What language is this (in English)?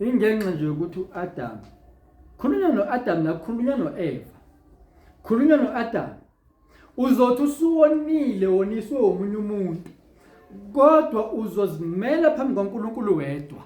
Zulu